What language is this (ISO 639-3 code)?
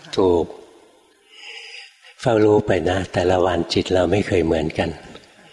tha